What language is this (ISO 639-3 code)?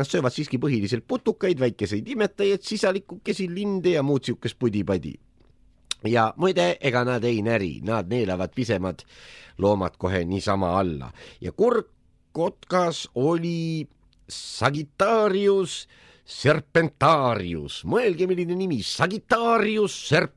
est